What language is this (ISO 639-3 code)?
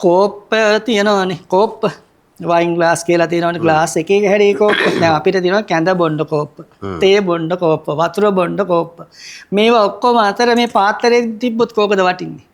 sin